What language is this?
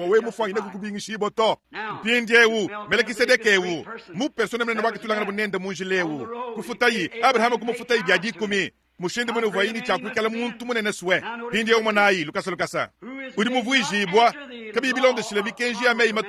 Luba-Lulua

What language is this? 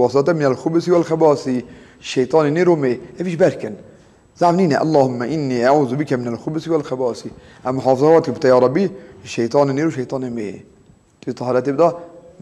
Kurdish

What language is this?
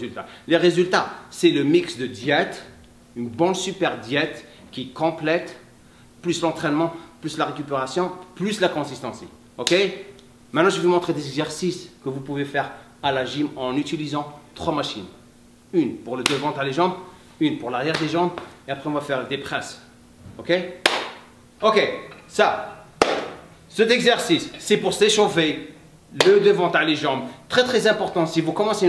French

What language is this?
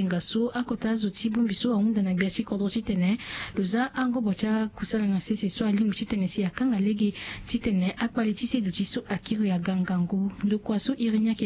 Sango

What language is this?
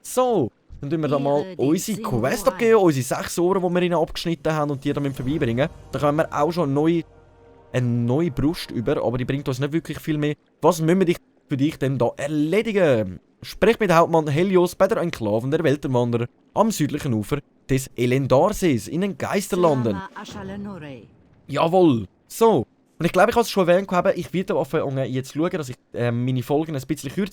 Swiss German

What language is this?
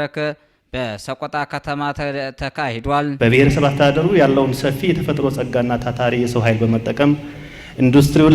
Amharic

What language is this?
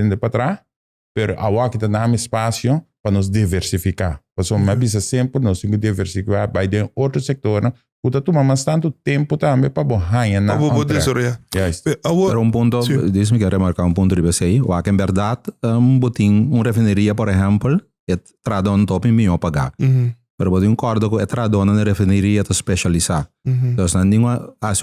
Papiamento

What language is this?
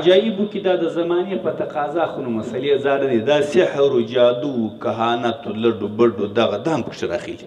Pashto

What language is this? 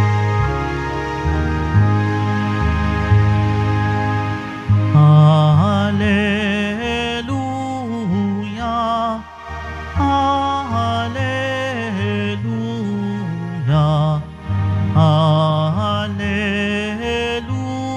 Filipino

